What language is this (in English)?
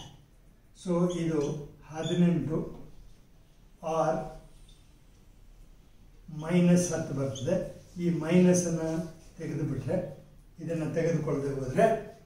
Kannada